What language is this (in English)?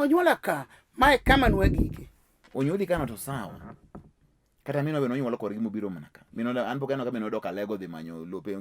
Luo (Kenya and Tanzania)